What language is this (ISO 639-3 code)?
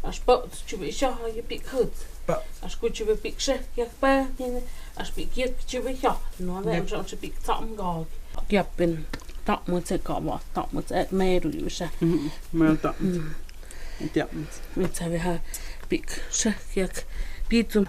mto